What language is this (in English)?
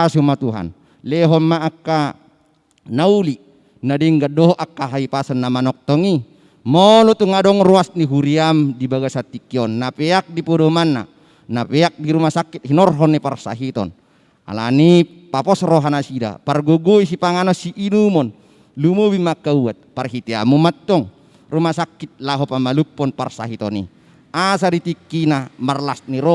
Batak Toba